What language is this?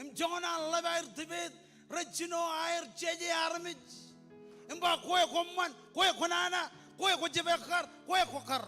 Marshallese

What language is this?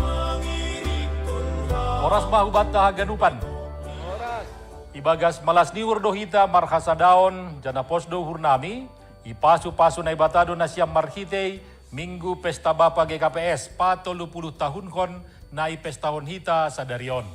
Batak Simalungun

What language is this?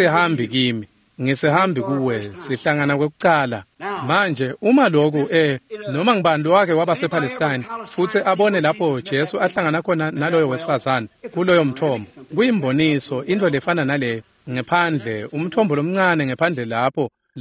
Swati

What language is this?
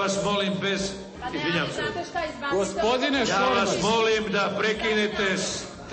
Serbian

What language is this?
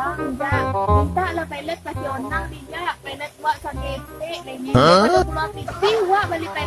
Minangkabau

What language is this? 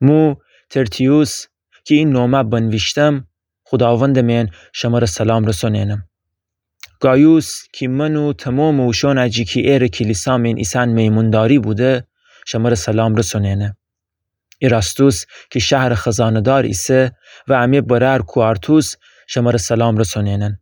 Gilaki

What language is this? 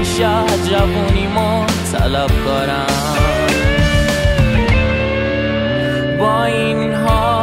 Persian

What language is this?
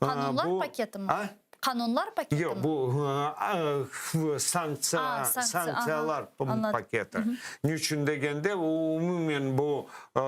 Crimean Tatar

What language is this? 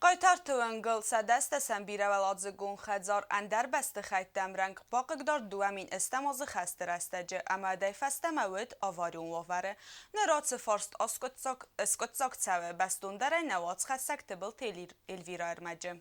Ossetic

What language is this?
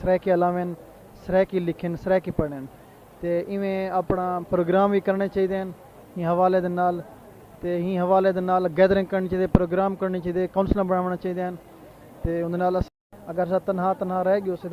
Saraiki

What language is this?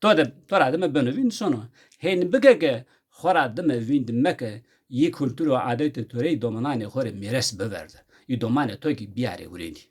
Zaza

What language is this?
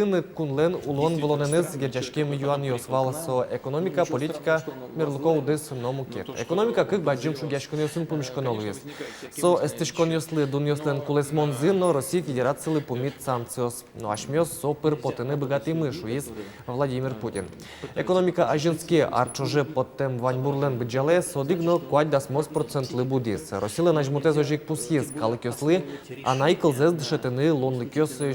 Udmurt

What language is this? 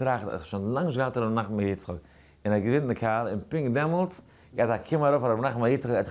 Yiddish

